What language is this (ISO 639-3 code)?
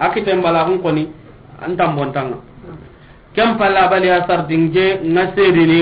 snk